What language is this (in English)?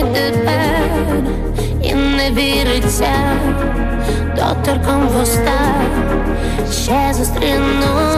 Ukrainian